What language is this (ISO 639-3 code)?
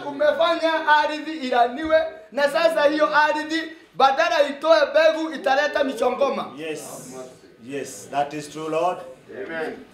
swa